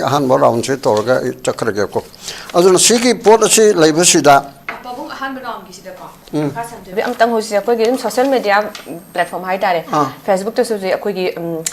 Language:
Manipuri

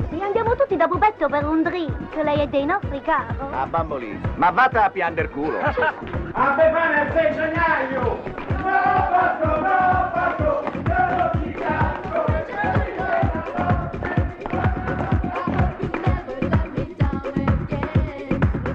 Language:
Italian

